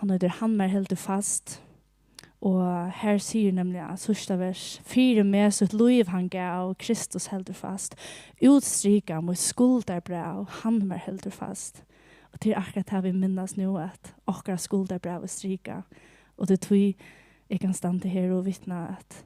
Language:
Faroese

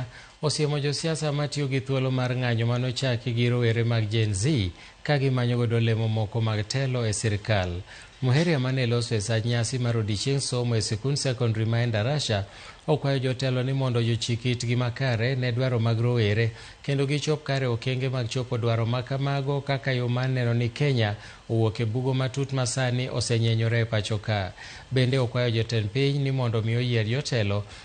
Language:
Luo (Kenya and Tanzania)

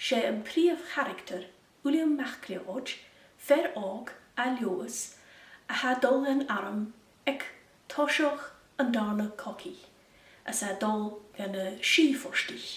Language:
Scottish Gaelic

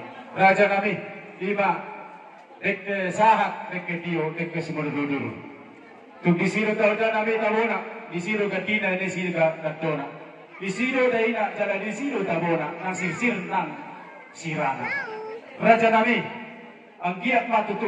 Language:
Batak Toba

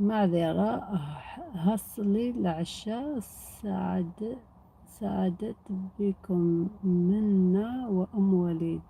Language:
Algerian Arabic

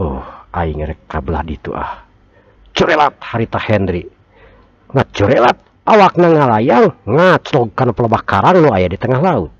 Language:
Sundanese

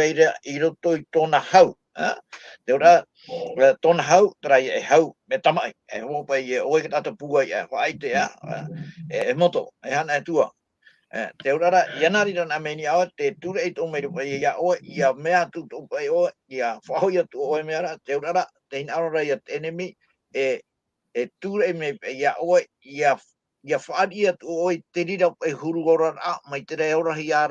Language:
Tahitian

